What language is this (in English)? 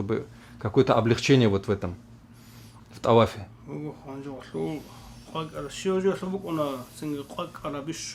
Avaric